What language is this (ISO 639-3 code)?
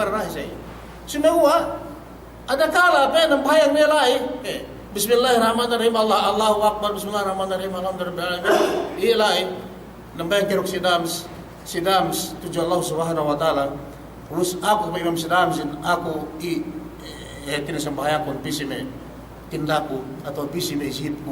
yka